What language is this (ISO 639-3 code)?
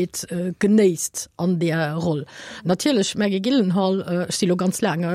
ltz